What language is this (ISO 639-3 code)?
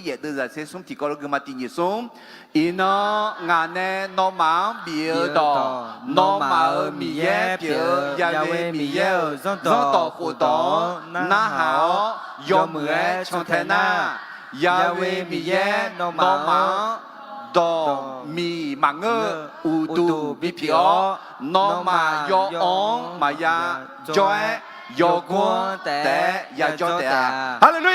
ahk